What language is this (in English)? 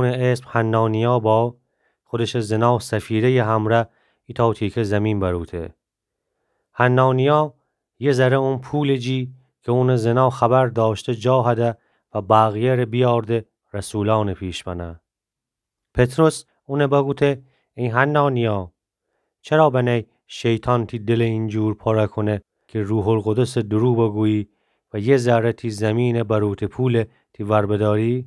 Gilaki